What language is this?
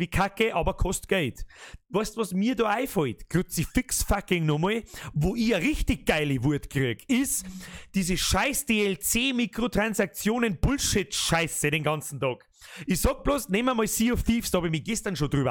Bavarian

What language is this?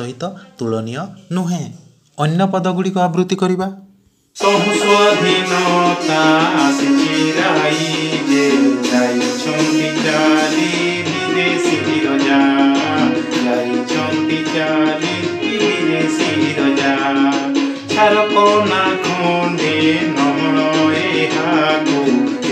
Odia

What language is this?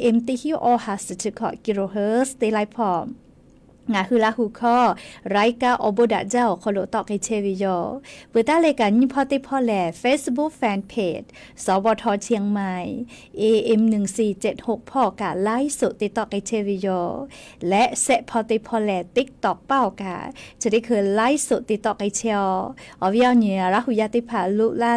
Lahu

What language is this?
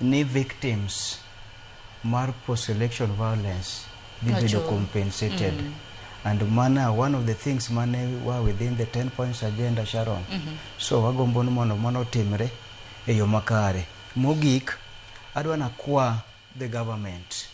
Luo (Kenya and Tanzania)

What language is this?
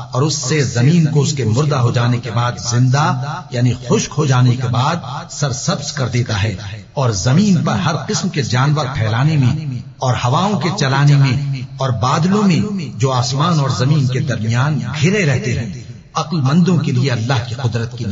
Urdu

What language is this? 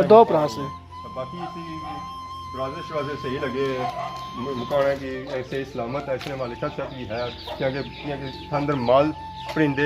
Pahari-Potwari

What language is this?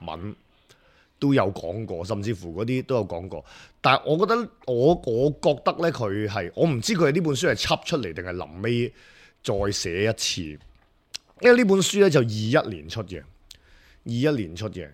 Cantonese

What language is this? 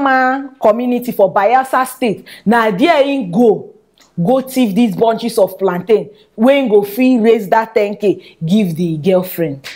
Nigerian Pidgin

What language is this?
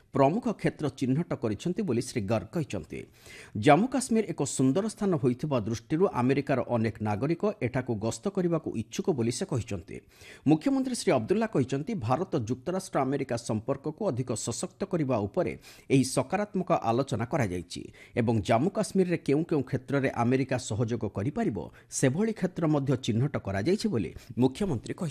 Odia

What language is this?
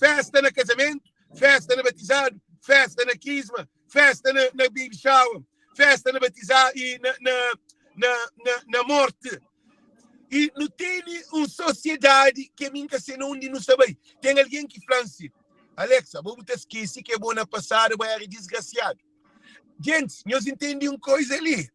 Kabuverdianu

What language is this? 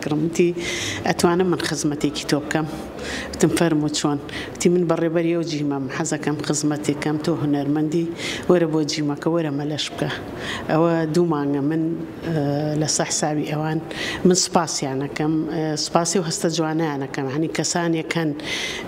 Central Kurdish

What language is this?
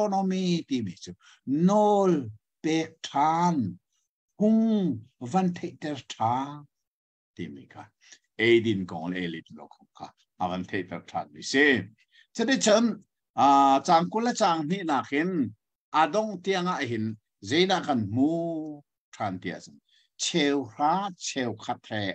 Hakha Chin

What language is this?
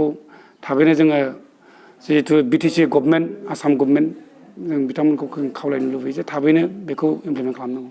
Bodo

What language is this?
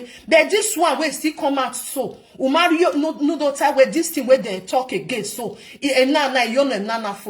Nigerian Pidgin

